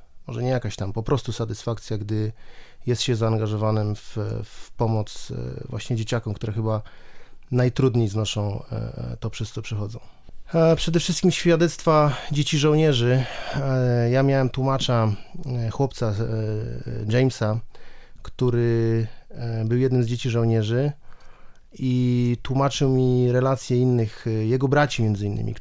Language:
Polish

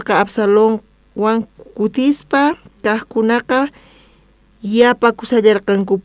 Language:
South Bolivian Quechua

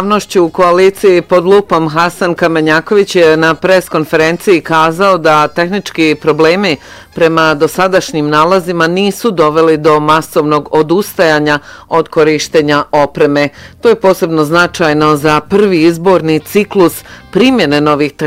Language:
Bosnian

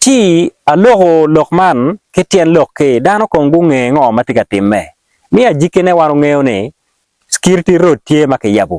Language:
Acoli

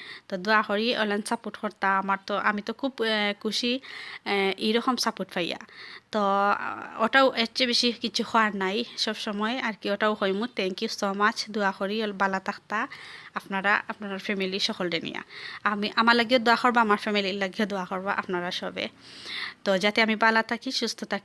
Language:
Sylheti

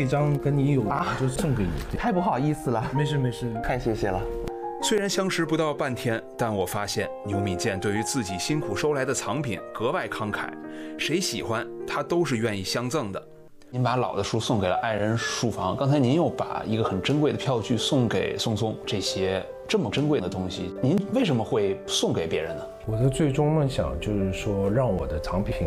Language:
Chinese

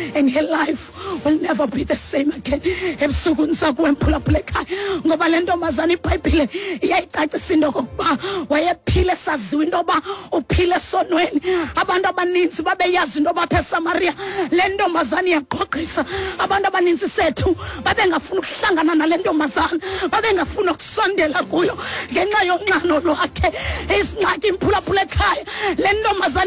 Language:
Xhosa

